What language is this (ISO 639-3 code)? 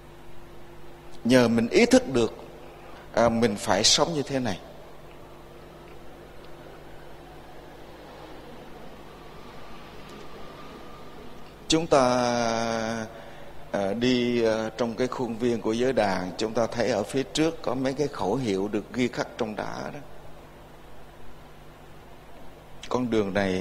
vie